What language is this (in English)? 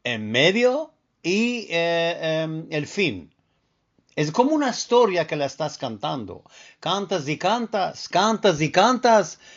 Ladino